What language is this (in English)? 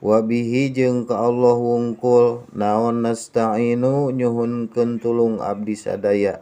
Sundanese